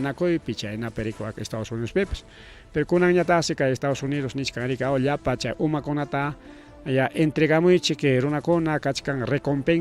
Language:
Ayacucho Quechua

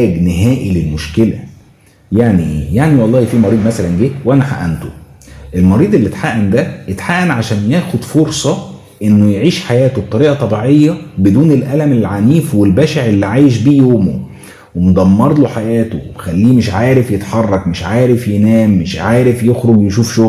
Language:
Egyptian Arabic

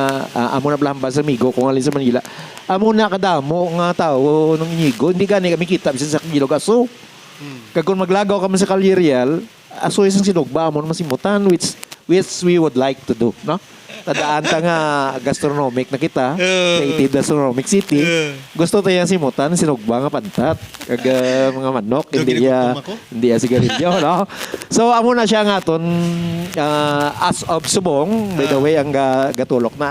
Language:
Hiligaynon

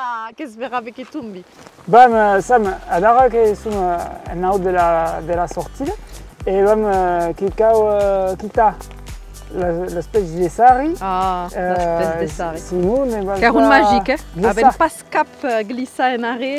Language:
Occitan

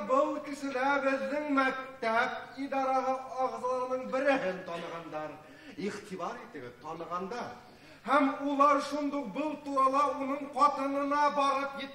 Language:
Bashkir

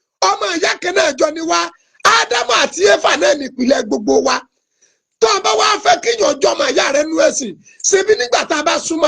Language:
Yoruba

